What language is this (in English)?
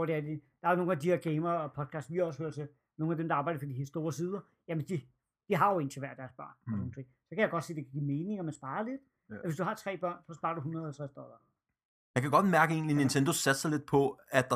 Danish